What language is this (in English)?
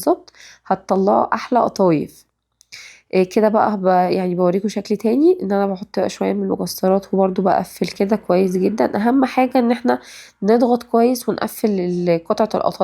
Egyptian Arabic